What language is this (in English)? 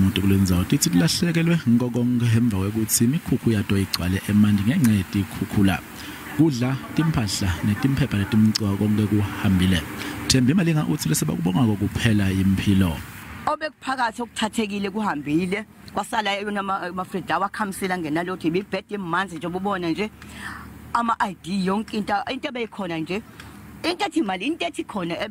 Zulu